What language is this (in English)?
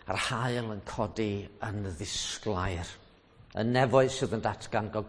Welsh